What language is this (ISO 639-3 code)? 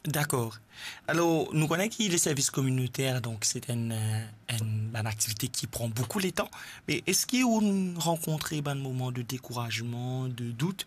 mfe